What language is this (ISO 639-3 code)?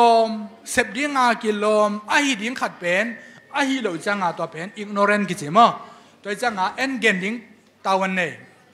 ctd